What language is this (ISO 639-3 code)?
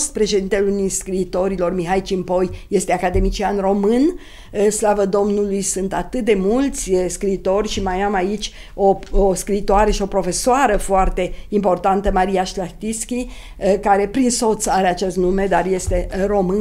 ron